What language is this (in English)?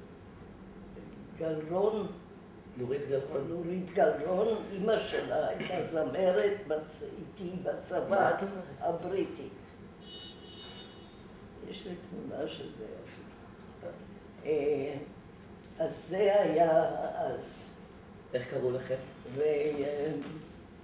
Hebrew